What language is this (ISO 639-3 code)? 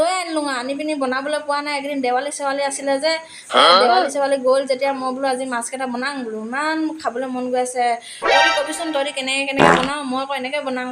asm